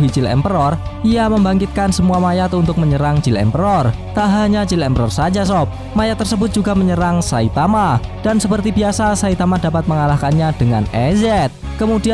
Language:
Indonesian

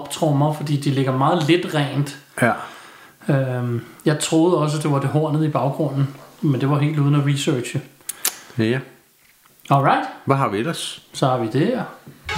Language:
Danish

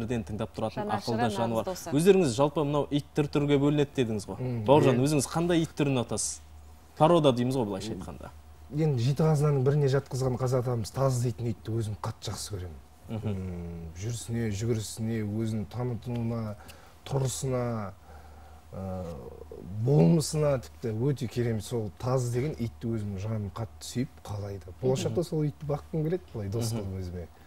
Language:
Kazakh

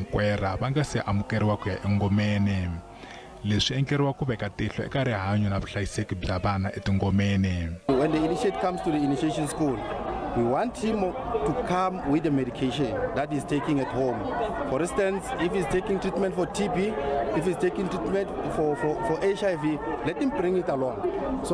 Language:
Tsonga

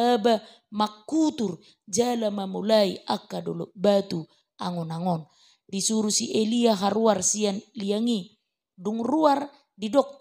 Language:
Batak Toba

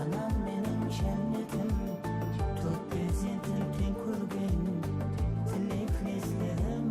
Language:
Kara-Kalpak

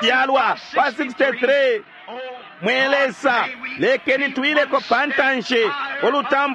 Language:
Bemba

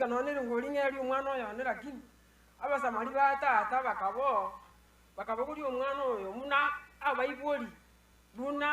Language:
Gusii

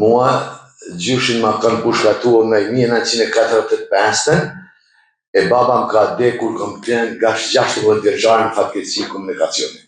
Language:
Albanian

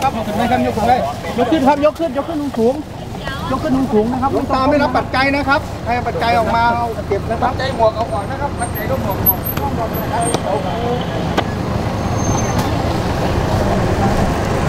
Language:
Thai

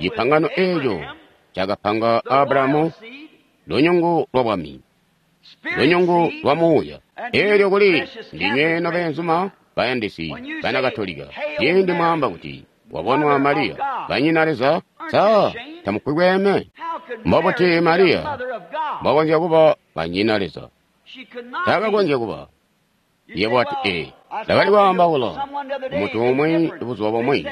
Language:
Tonga (Zambia)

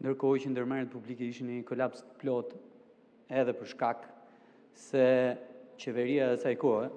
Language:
Albanian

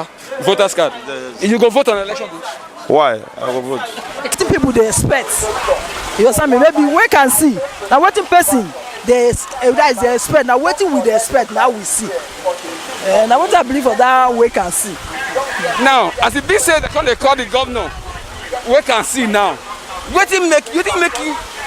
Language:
Nigerian Pidgin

